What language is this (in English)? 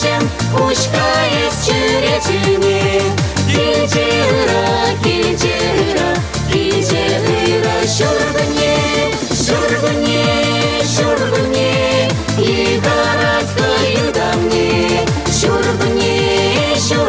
Chuvash